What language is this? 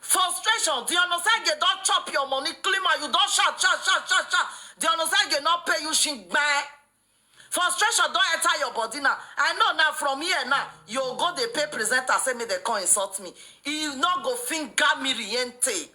Nigerian Pidgin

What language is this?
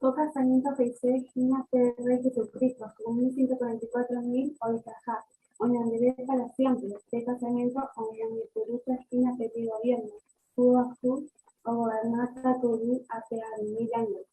Guarani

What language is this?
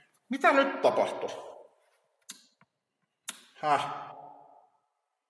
Finnish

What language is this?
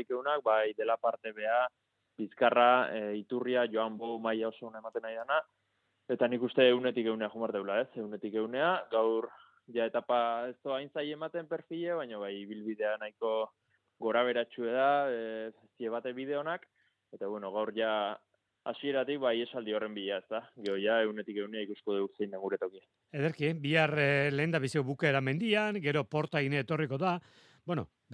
Basque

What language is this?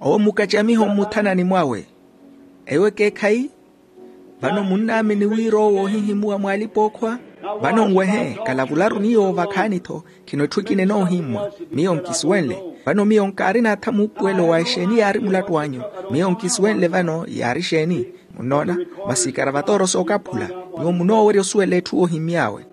Makhuwa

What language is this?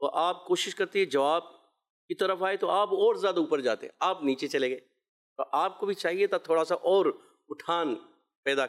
Urdu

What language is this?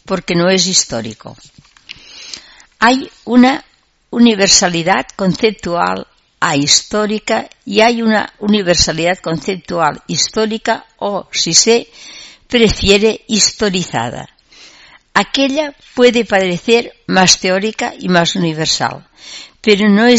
Spanish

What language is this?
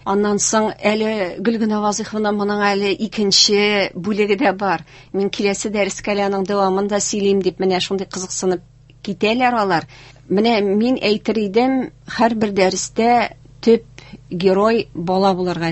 Tatar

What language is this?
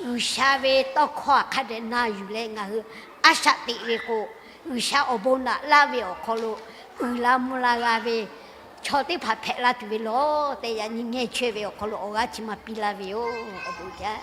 Lahu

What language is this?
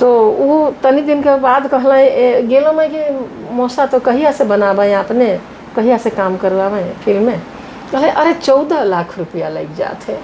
Sadri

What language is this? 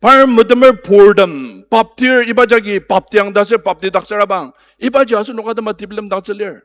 Ao Naga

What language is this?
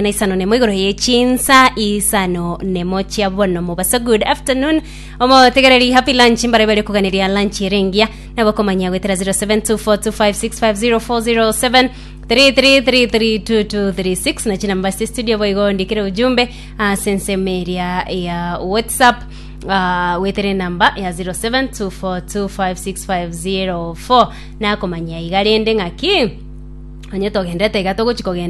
Gusii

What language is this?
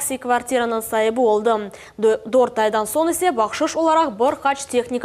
Crimean Tatar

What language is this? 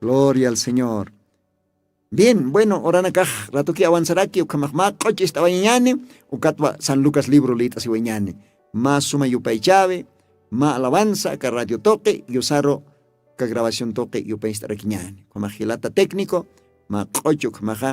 Aymara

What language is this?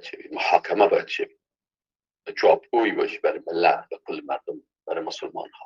Persian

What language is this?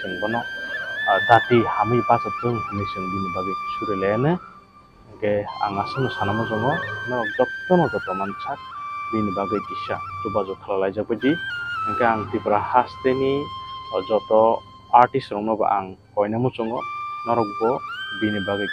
Kok Borok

